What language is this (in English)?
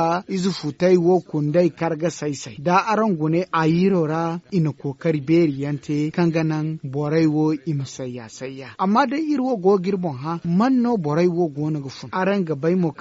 Zarma